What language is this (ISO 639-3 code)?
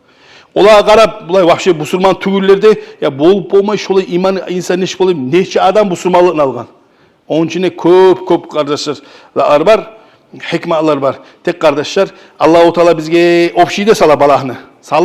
kum